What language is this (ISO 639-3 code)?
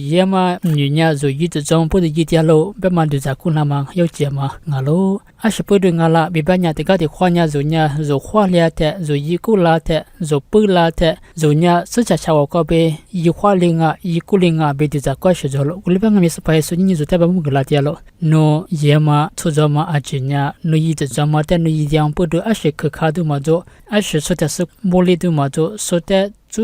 lis